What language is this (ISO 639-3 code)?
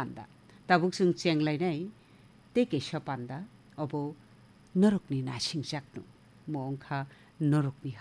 trp